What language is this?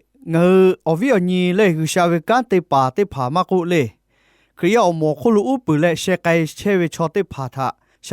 Lahu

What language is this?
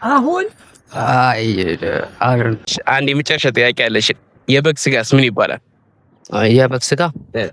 Amharic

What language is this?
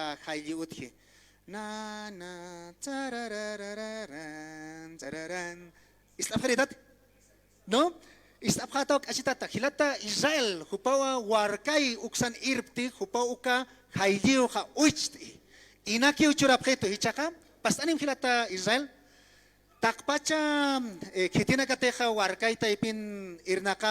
Aymara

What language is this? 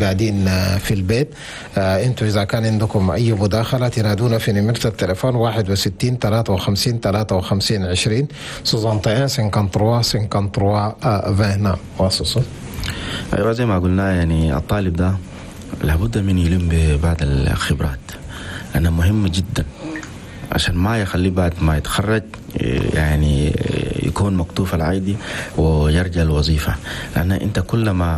Chadian Arabic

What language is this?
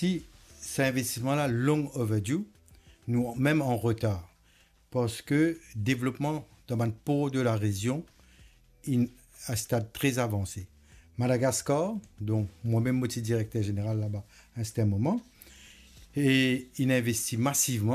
Morisyen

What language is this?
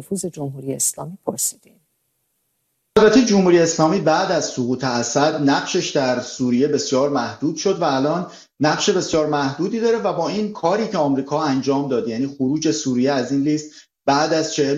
Persian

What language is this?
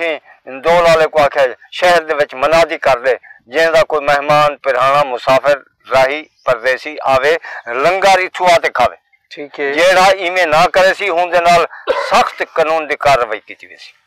Saraiki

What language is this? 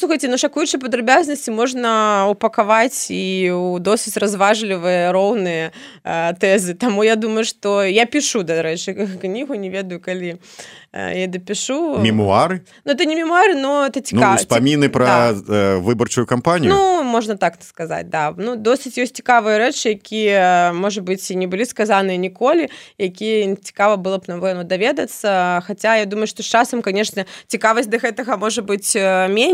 Belarusian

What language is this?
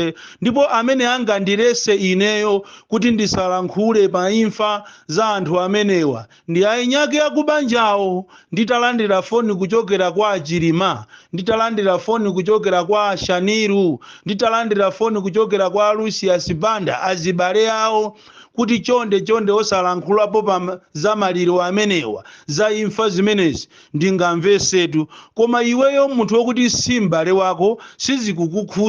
Nyanja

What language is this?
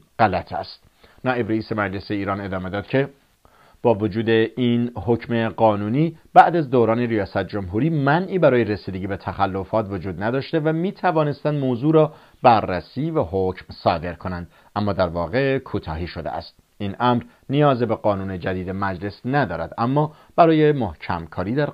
Persian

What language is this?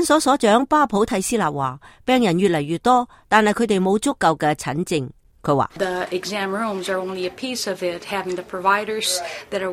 Cantonese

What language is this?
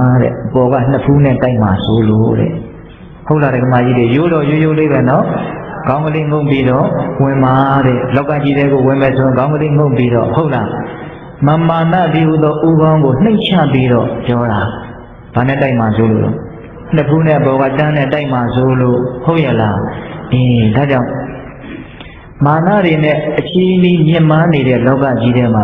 Burmese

